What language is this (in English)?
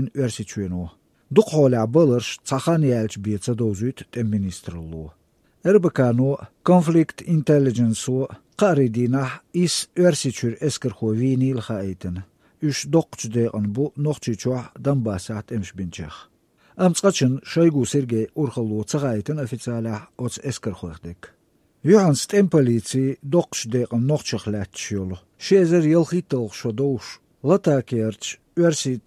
Latvian